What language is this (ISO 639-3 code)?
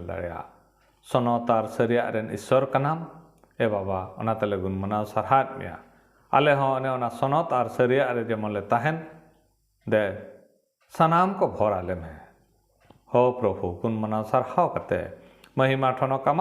sat